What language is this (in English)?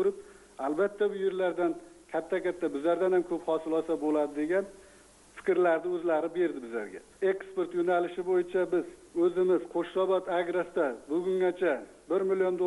Uzbek